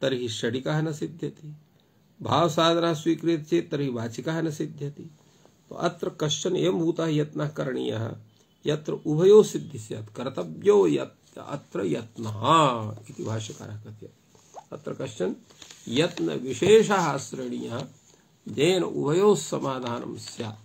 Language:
Sanskrit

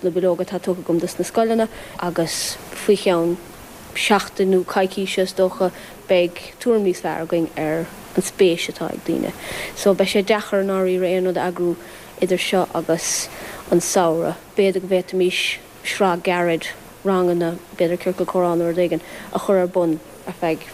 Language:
Irish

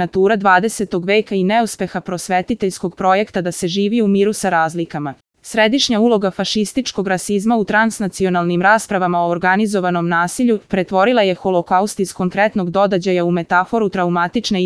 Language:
Serbian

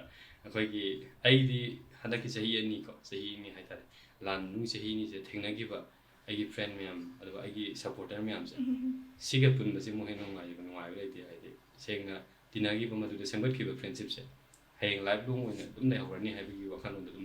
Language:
Manipuri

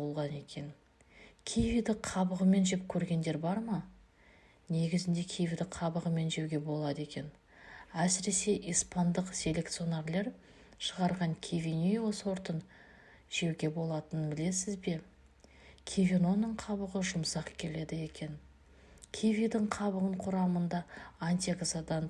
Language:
Kazakh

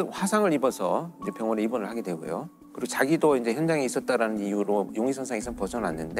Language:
Korean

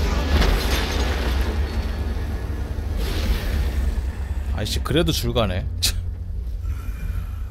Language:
Korean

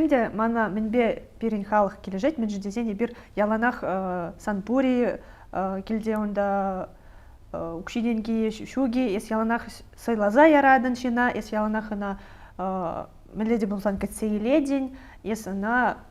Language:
Chuvash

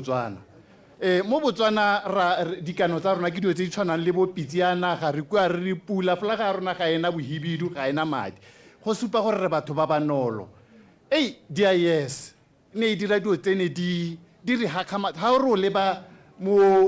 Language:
Tswana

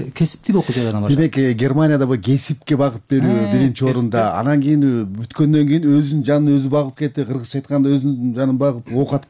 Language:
Kyrgyz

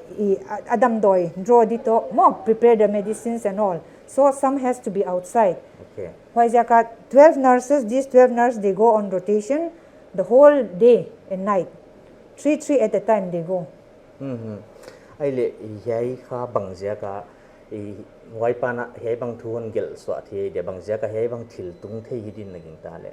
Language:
Paite Chin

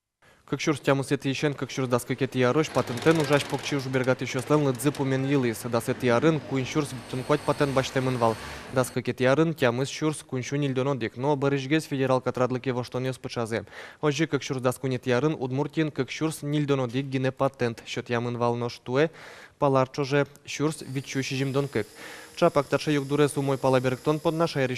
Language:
Udmurt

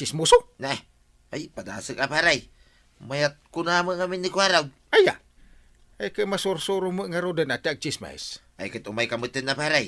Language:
Iloko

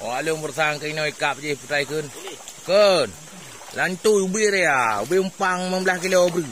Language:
Achinese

